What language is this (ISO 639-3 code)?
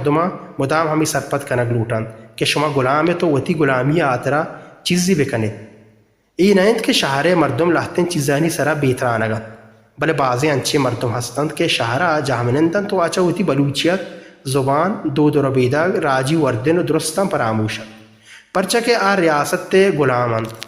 bal